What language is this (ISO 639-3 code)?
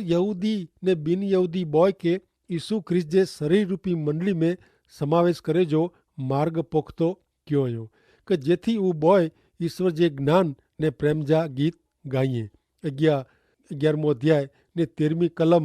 kfr